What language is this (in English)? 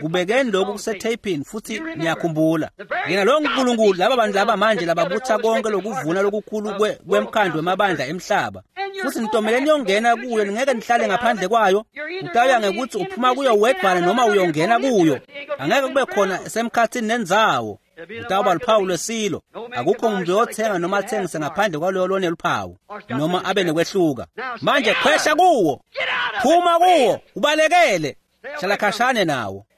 Swati